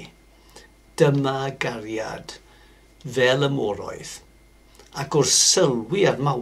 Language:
Welsh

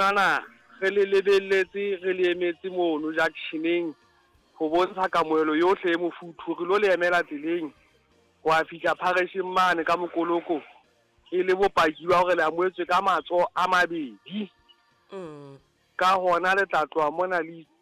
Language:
Southern Sotho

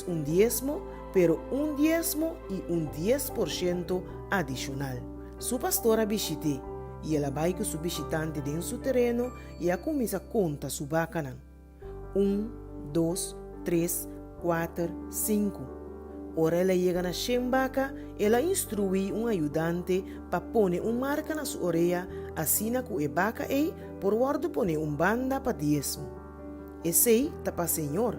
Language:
Papiamento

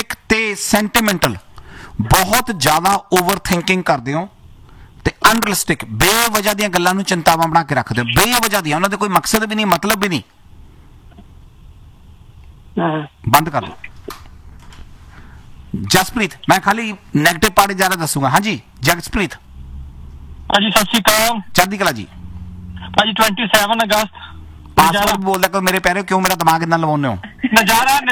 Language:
Punjabi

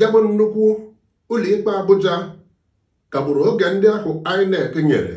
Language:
Igbo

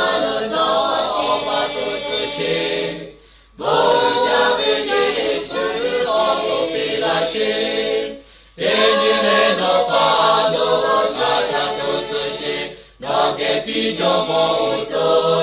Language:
Lahu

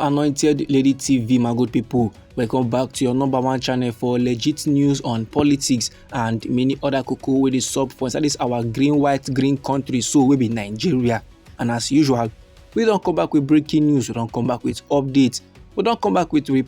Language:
Nigerian Pidgin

